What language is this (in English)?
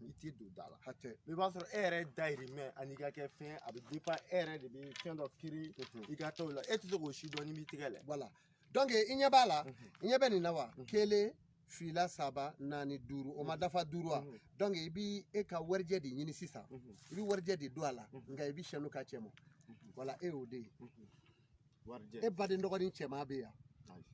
Bambara